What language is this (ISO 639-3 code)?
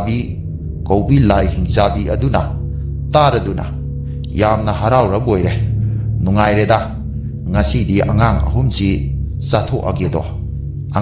mni